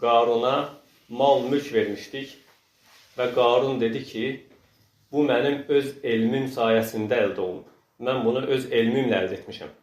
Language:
Azerbaijani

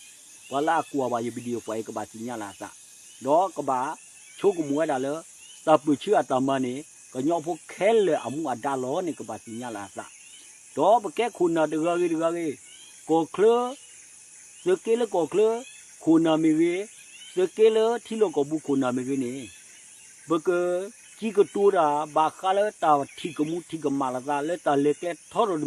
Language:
S'gaw Karen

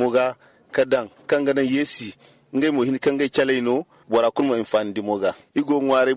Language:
Zarma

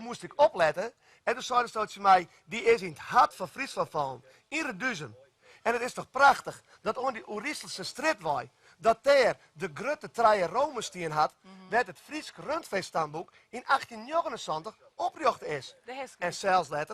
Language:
Western Frisian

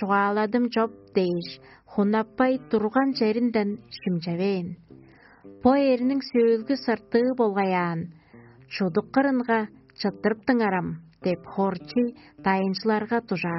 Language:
Tuvinian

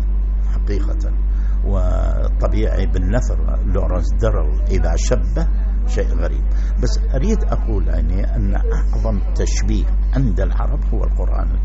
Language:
Arabic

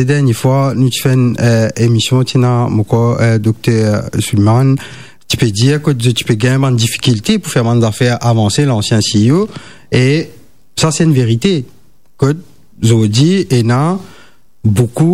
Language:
Morisyen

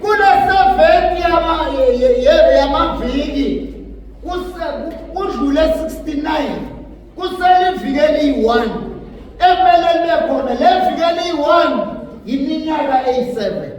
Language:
Zulu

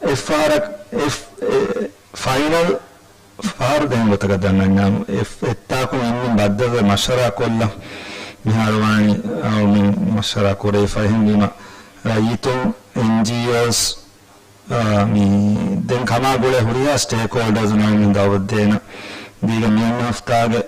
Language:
Divehi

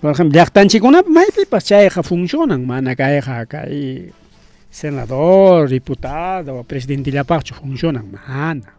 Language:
Ayacucho Quechua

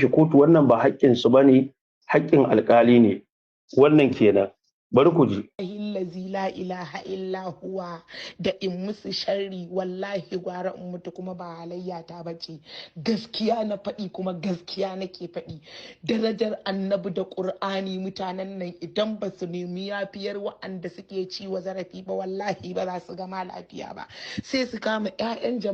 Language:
Hausa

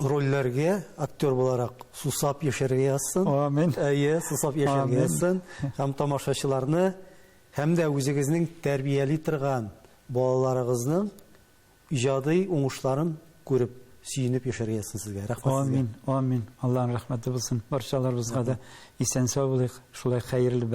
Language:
Tatar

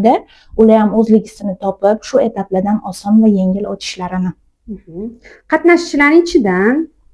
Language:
Uzbek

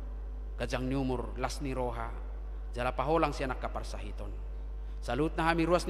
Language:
Batak Toba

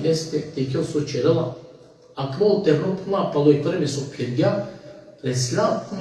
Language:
Balkan Romani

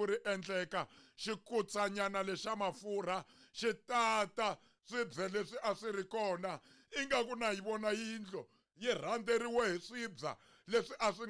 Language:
Tsonga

